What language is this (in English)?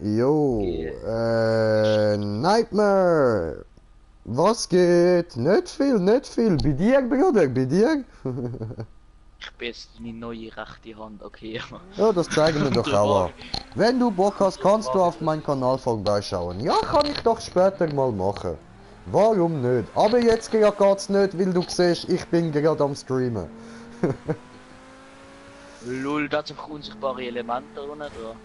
Swiss German